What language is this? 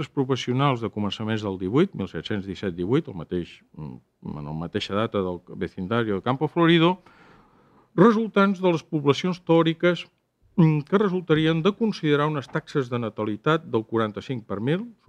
Catalan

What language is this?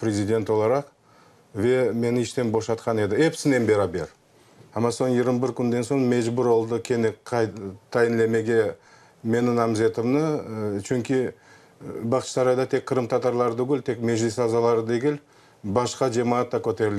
Crimean Tatar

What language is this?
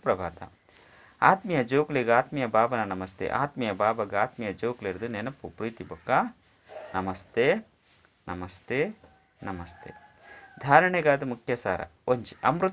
Tulu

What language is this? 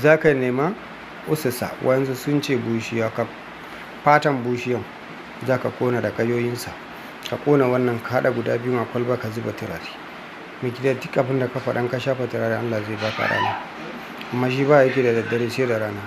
Hausa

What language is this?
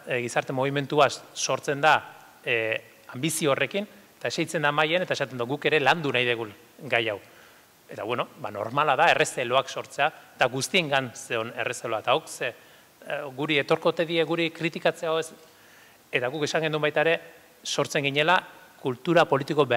Basque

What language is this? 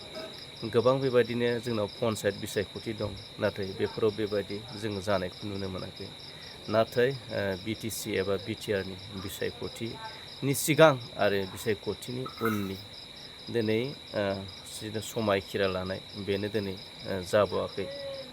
Bodo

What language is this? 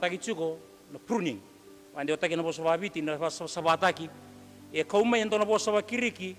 Fijian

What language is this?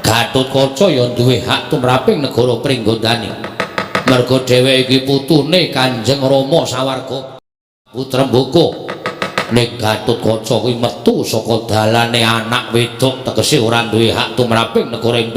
Javanese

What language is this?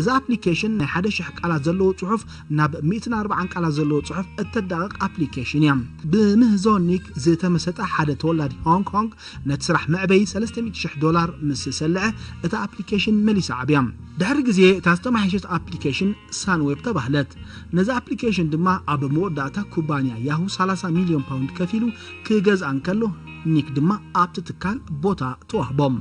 Tigrinya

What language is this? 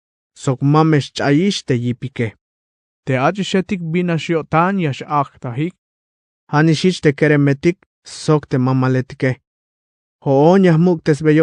Tzeltal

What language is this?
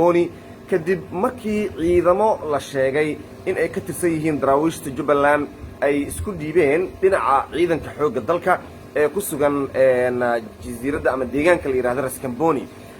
Somali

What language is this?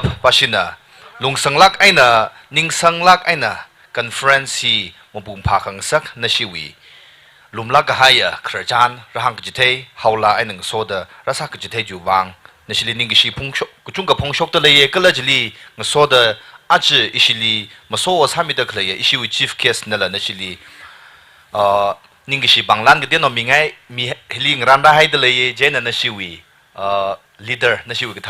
Tangkhul Naga (India)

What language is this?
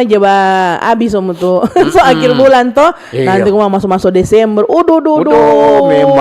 Manado Malay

